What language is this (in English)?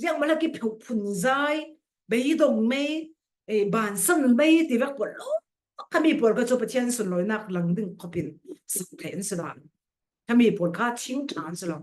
Falam Chin